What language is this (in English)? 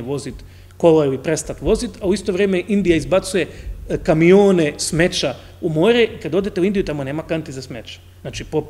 Croatian